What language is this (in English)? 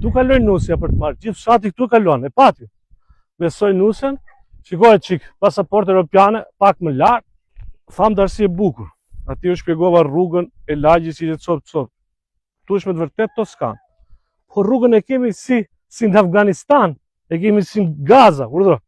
Albanian